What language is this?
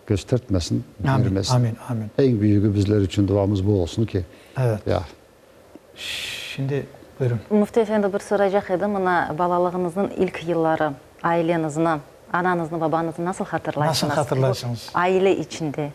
Crimean Tatar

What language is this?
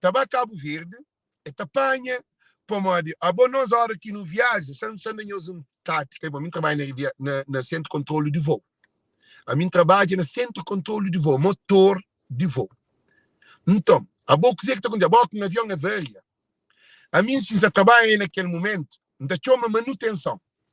Kabuverdianu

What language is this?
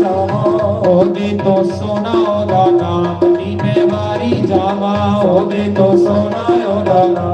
Dogri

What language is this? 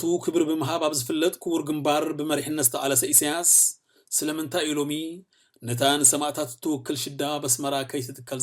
Tigrinya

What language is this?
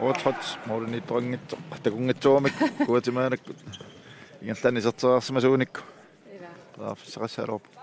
Kalaallisut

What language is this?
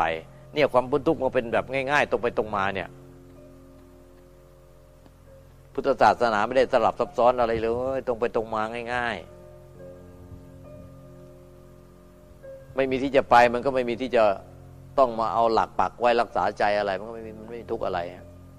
Thai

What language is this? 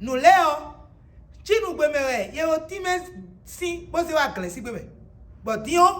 Fon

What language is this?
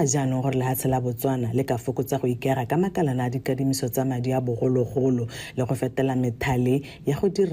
Tswana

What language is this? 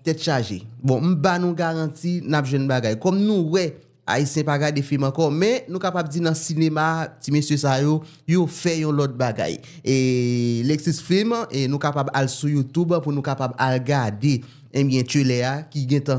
Haitian Creole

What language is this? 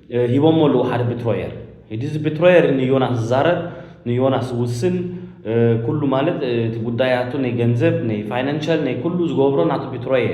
Tigrinya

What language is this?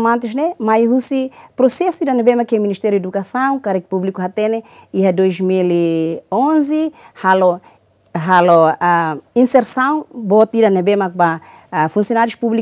Tetum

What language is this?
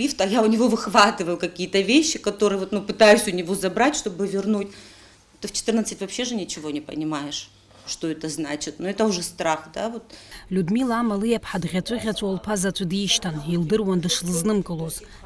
Abkhazian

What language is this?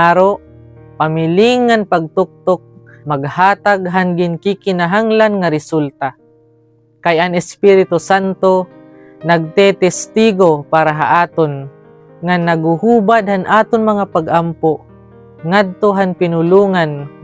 Waray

